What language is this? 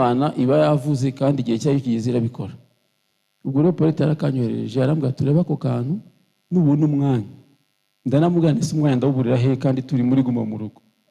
Kinyarwanda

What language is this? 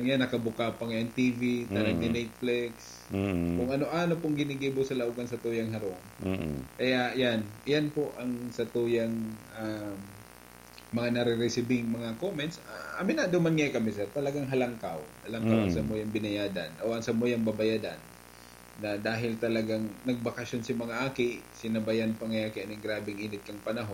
Bikol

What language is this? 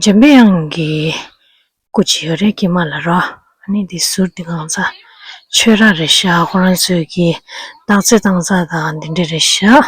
Tibetan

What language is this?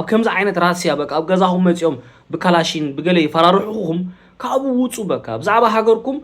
Tigrinya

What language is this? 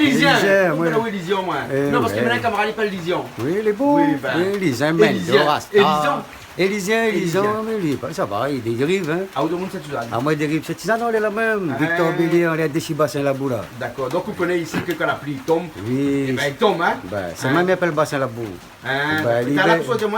Réunion Creole French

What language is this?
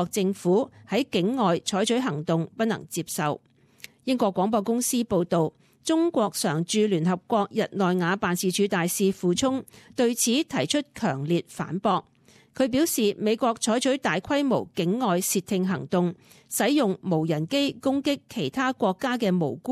Cantonese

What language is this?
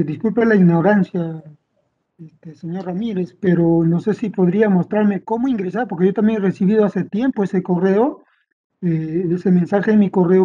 Spanish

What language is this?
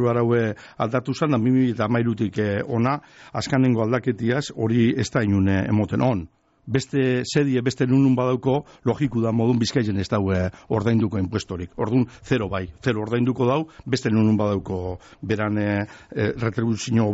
Basque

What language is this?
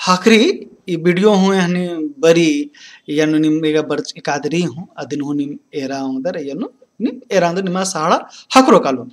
Kurukh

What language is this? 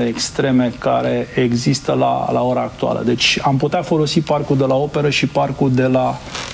Romanian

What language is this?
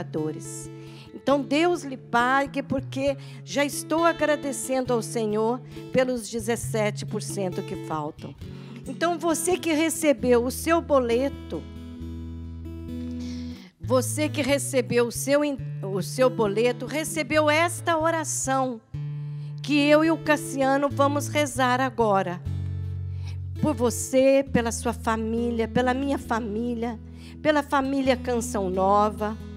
Portuguese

